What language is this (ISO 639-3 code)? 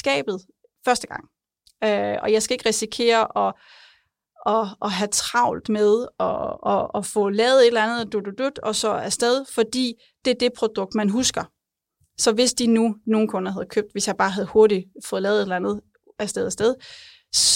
dan